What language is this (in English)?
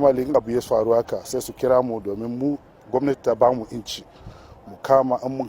Hausa